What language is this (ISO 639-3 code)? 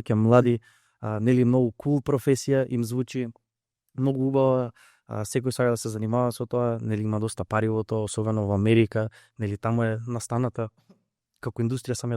mkd